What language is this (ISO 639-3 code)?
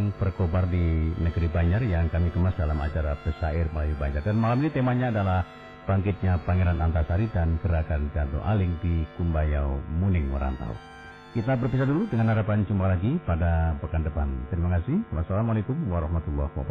bjn